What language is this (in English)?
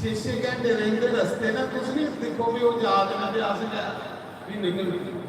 Dogri